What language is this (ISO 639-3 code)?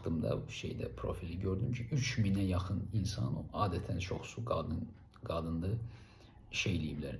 aze